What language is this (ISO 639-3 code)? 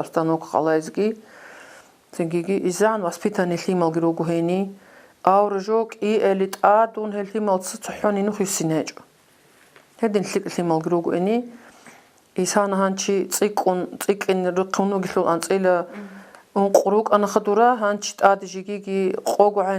ava